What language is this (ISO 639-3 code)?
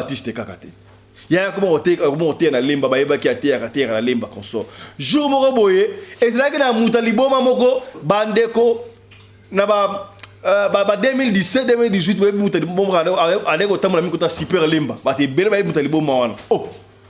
lin